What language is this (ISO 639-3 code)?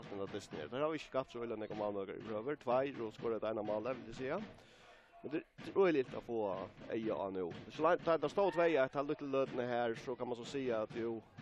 fao